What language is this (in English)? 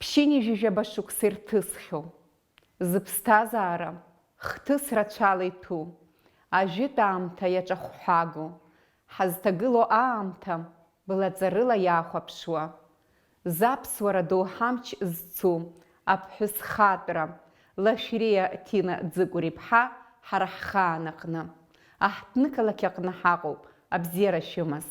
Abkhazian